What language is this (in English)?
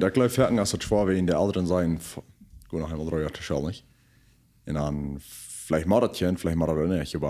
Plautdietsch